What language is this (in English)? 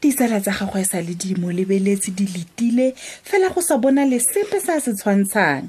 Tswana